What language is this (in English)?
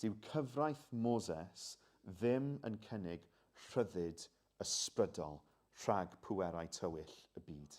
Welsh